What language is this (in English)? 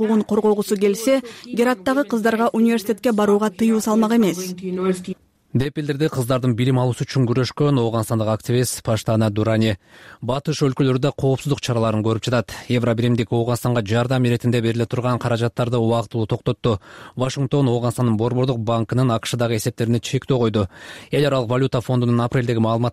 Kyrgyz